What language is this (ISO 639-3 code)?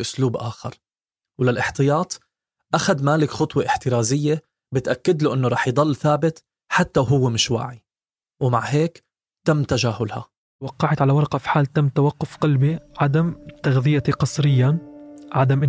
apc